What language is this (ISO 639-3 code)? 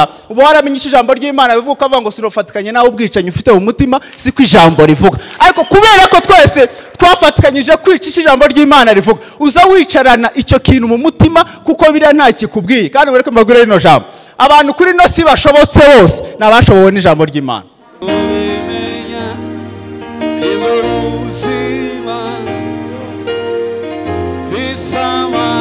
kin